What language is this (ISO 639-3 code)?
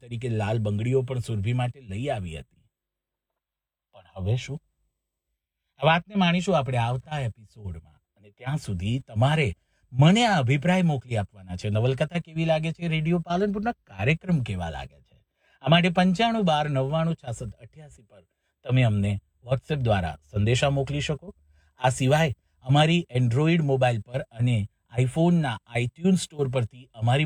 guj